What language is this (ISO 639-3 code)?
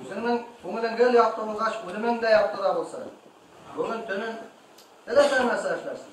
bak